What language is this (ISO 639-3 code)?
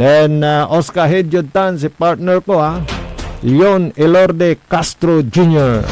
pag